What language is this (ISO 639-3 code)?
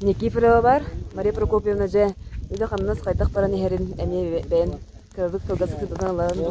sah